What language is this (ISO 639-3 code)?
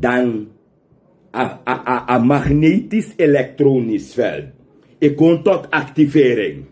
srn